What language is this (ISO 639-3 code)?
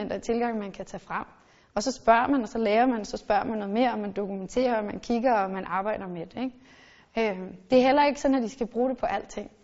dan